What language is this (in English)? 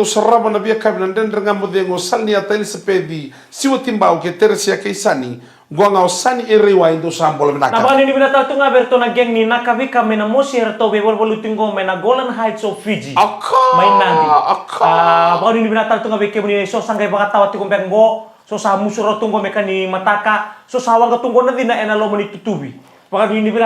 Fijian